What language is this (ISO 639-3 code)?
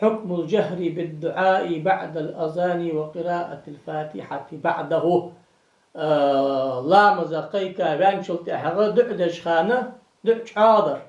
inh